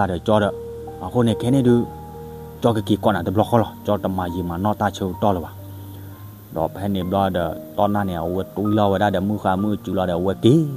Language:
S'gaw Karen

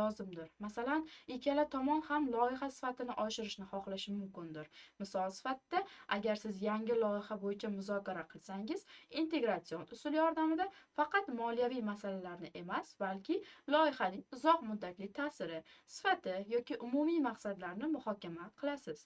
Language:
Uzbek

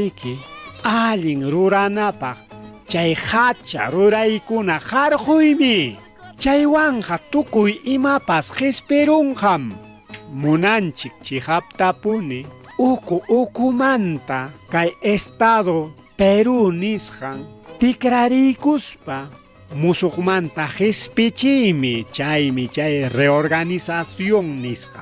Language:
Ayacucho Quechua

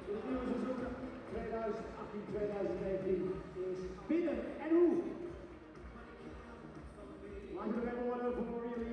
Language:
Dutch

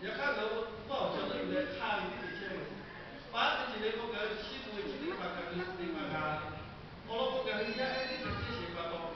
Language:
Lahu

